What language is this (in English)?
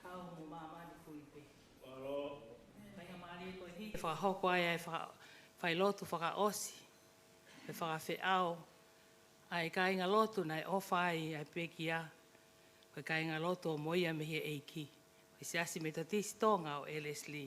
Tongan